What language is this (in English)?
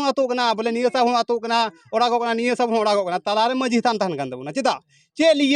Santali